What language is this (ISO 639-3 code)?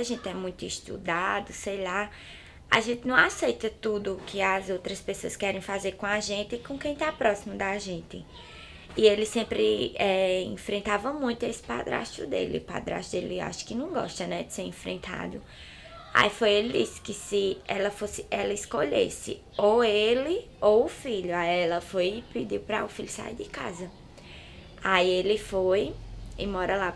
por